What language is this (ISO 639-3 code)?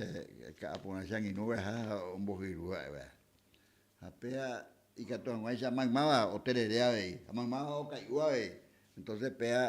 grn